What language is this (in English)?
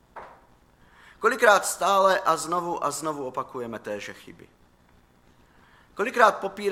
Czech